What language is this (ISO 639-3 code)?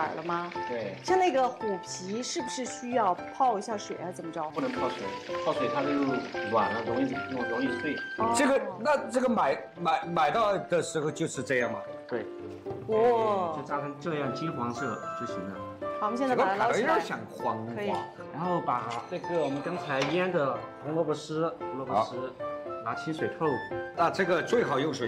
zho